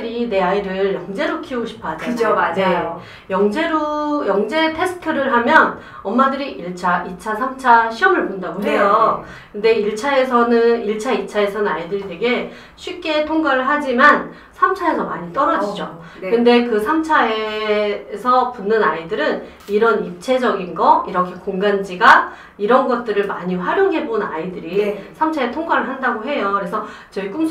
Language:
Korean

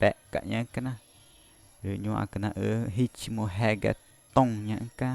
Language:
Ticuna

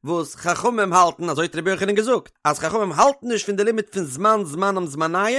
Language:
Yiddish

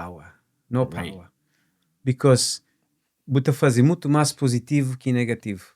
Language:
Kabuverdianu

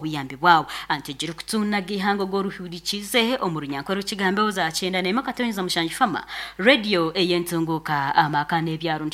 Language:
Nyankole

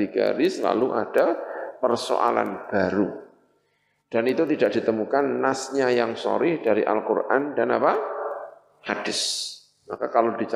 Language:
Indonesian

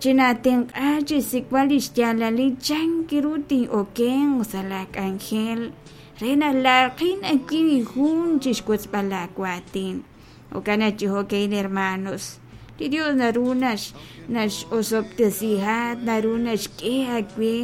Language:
Kekchí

